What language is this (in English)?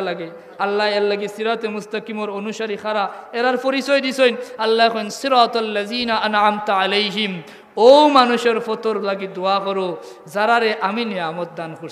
Sylheti